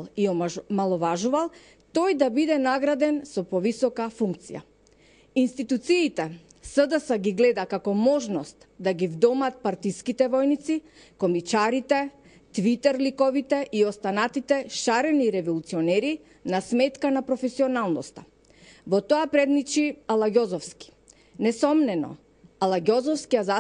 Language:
Macedonian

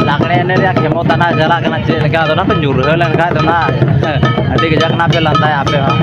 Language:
Santali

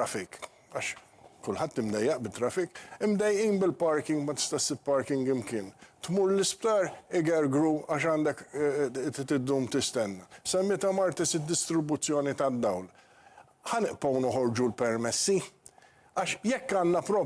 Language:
Maltese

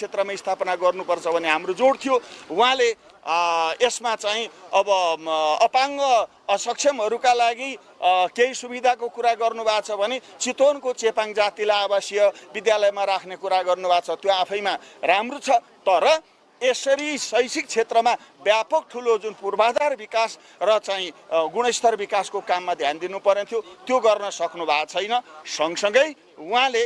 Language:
Nepali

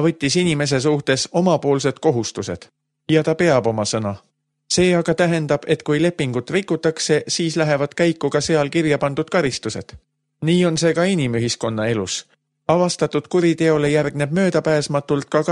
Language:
Estonian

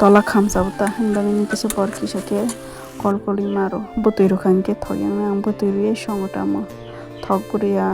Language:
Kok Borok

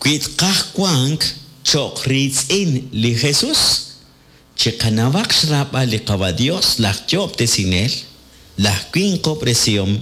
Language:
Kekchí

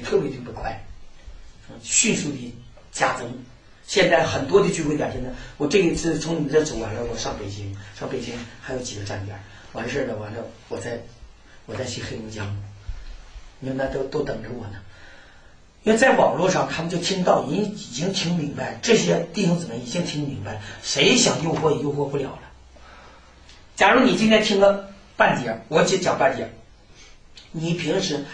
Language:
Chinese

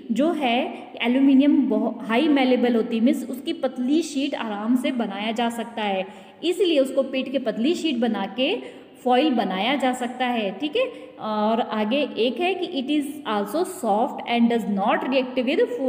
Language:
Hindi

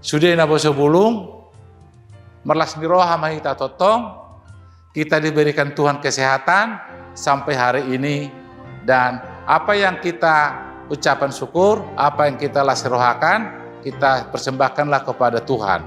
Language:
Batak Toba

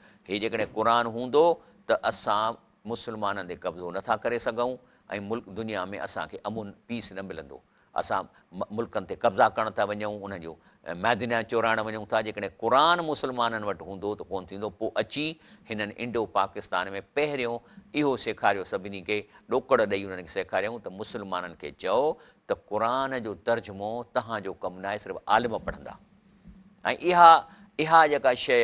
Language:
Sindhi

